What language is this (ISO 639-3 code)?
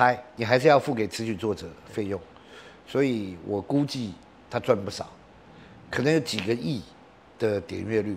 zho